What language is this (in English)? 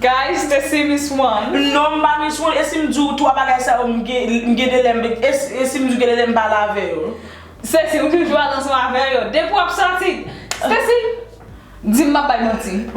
Haitian Creole